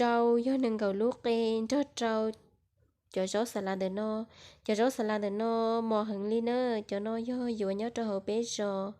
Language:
Hmong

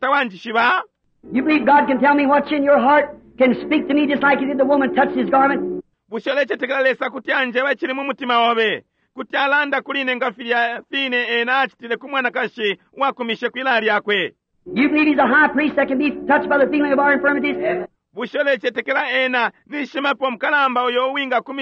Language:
Bemba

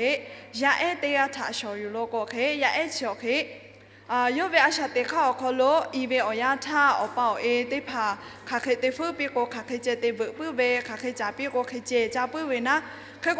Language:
Lahu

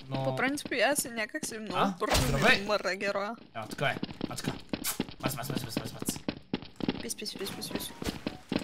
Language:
Bulgarian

